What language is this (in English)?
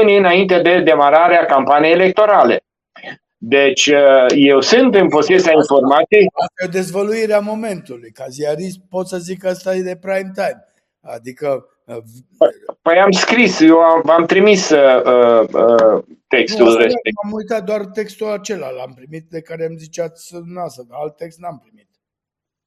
Romanian